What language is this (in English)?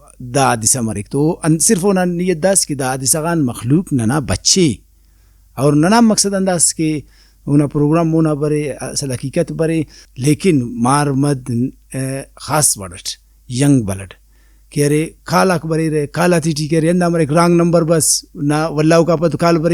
Brahui